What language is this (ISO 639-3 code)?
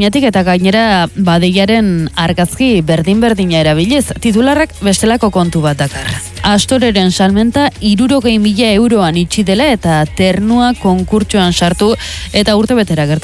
eus